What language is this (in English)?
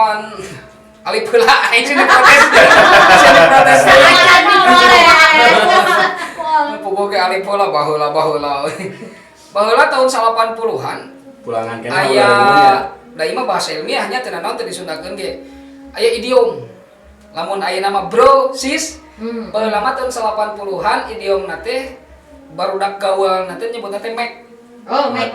Sundanese